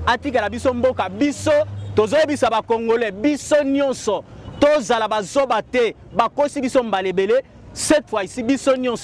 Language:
Lingala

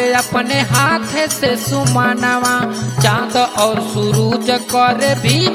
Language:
Bhojpuri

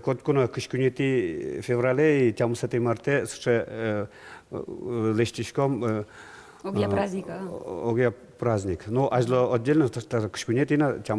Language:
Udmurt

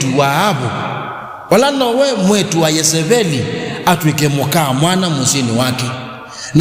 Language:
Kamba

